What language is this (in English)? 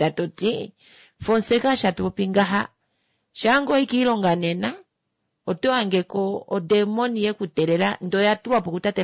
Kuanyama